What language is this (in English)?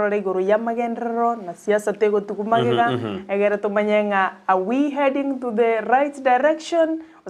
Gusii